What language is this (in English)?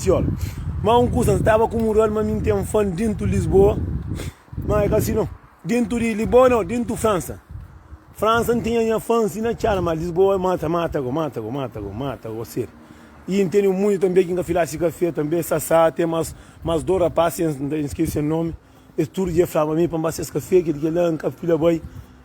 Kabuverdianu